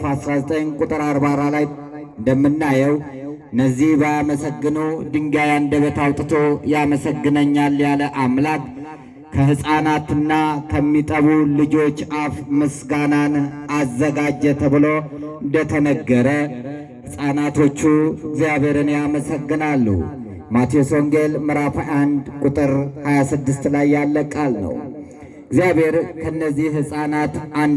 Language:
Amharic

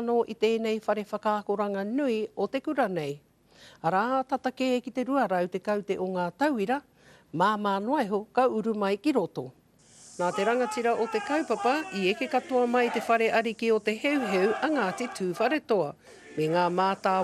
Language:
Māori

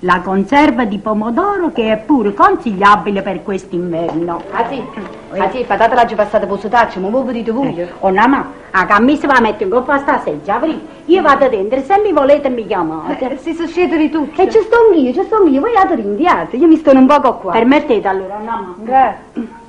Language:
Neapolitan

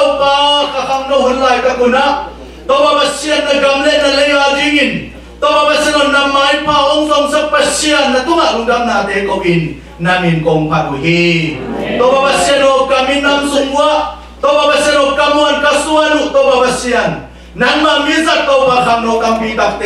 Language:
Tedim Chin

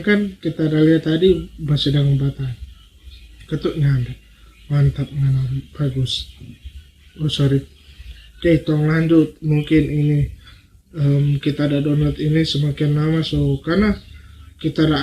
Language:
Manado Malay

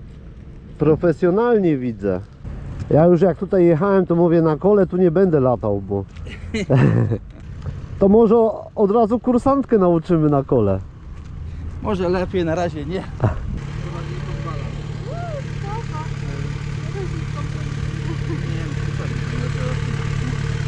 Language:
Polish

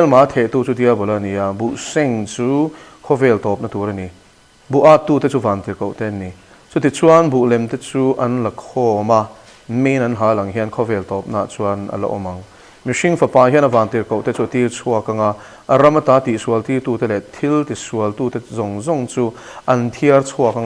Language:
Mizo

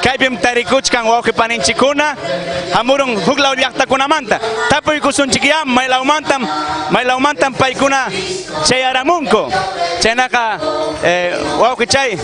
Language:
Ayacucho Quechua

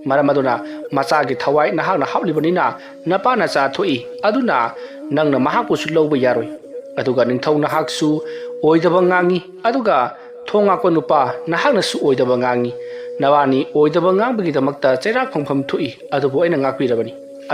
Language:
Manipuri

